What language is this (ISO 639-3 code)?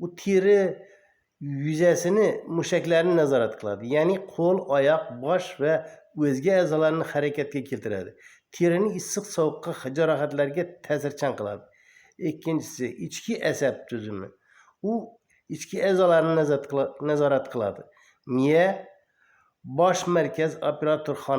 uzb